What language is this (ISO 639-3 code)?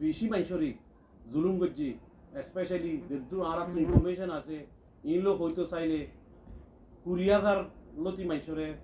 rhg